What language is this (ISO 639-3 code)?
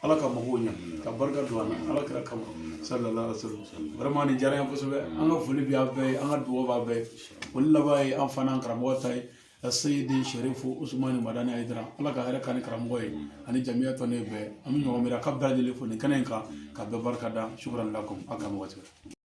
bam